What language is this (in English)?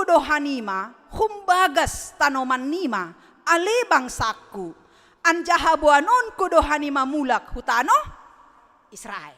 Batak Simalungun